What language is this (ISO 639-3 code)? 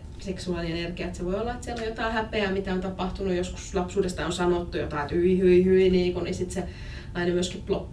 fin